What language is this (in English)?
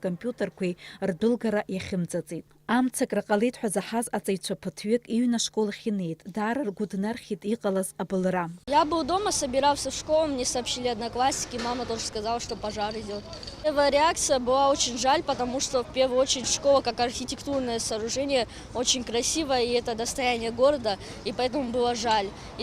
Abkhazian